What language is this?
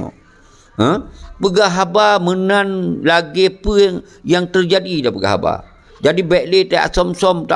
Achinese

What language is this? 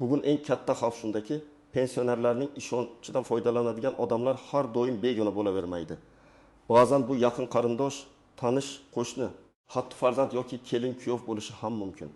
Uzbek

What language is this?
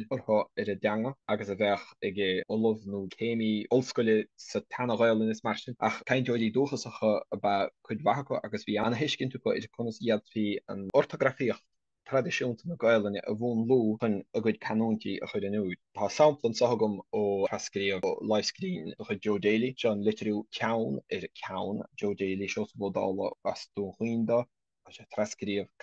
Irish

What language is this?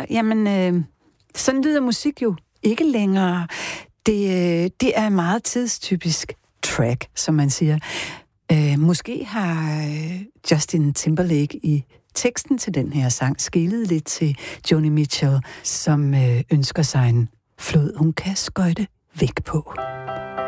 Danish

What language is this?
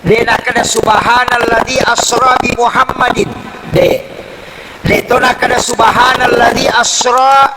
Buginese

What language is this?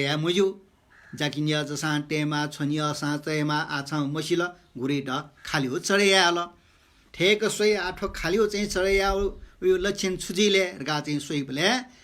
Newari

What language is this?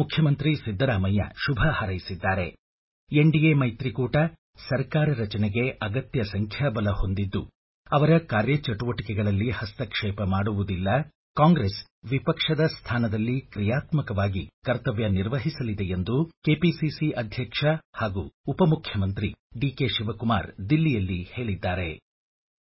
Kannada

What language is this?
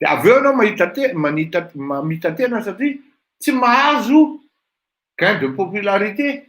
Malagasy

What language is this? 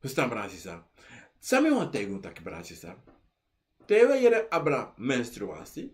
Sranan Tongo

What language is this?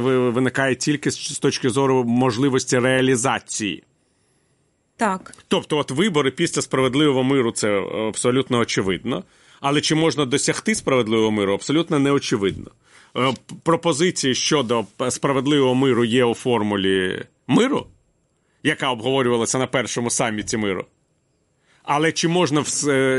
Ukrainian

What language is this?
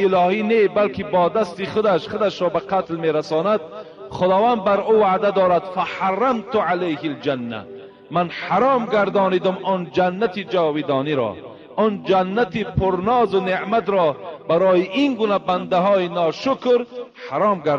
Tajik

